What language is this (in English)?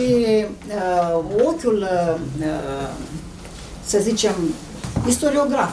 Romanian